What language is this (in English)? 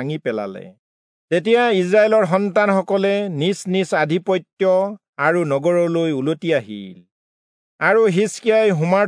Assamese